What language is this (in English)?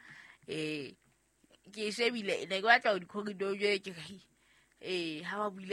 Southern Sotho